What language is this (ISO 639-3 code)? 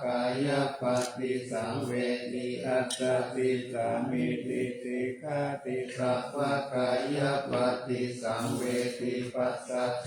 pli